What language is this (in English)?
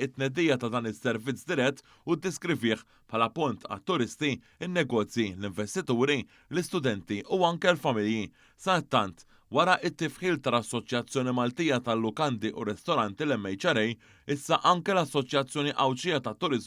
Maltese